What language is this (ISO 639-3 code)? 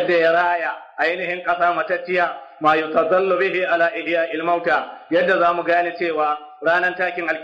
hau